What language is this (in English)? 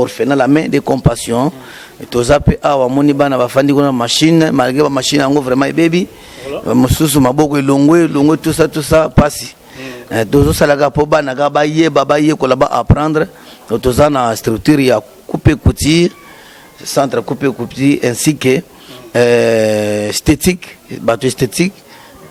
Lingala